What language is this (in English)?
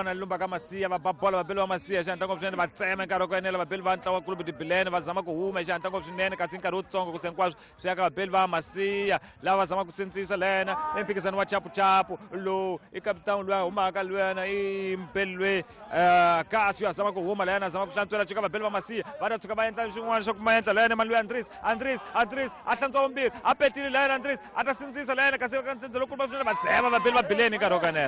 Tsonga